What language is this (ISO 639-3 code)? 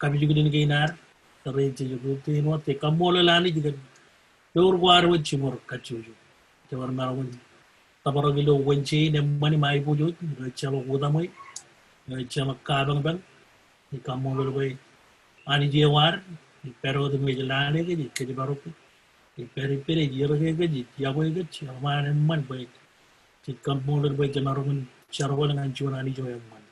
mah